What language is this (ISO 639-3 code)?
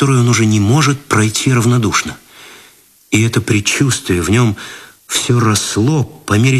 rus